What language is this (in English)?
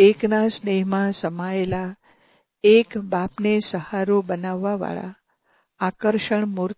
Gujarati